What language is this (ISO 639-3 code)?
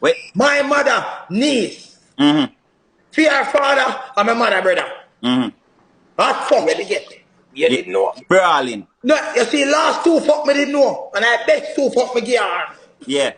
jam